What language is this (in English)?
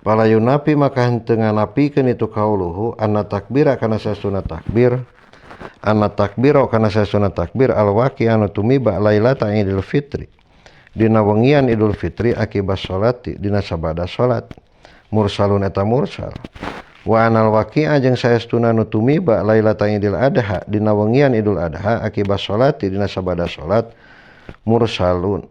Sundanese